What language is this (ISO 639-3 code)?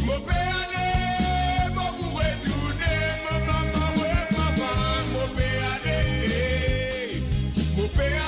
mfe